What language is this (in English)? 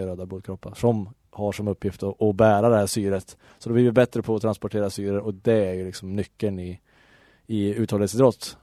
Swedish